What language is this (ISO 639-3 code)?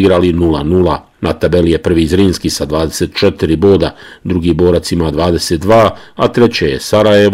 bos